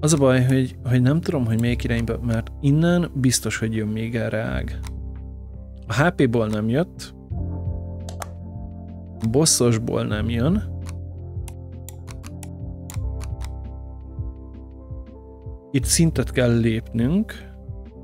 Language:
Hungarian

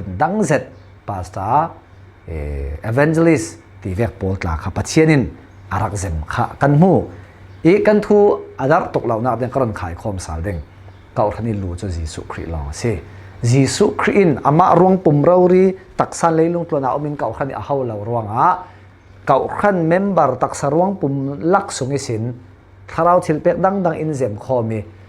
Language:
Falam Chin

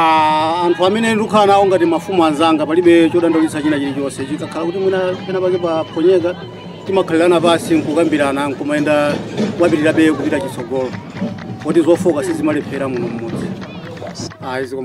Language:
Nyanja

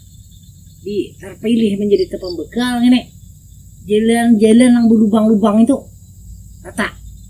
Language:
Banjar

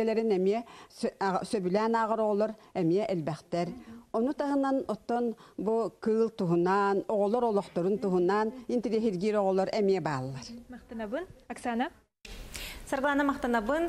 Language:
Yakut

